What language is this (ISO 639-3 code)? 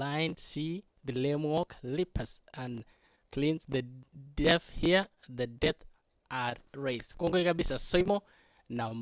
kln